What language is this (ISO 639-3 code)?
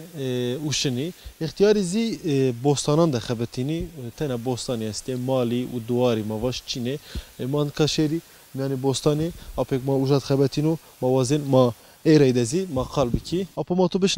zza